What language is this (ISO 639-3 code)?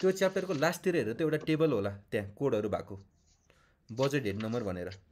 nep